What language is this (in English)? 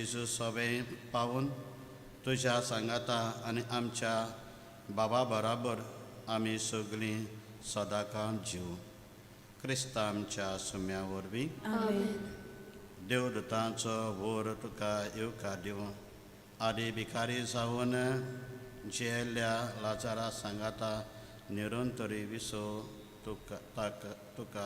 Konkani